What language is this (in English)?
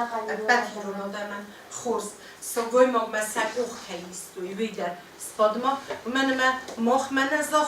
Ossetic